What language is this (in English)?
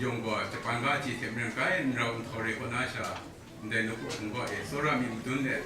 Kachin